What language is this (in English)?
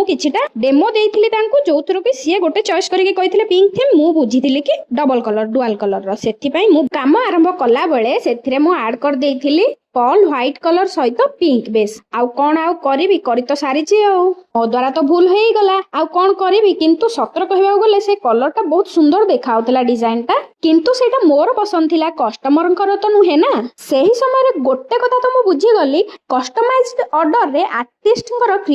Odia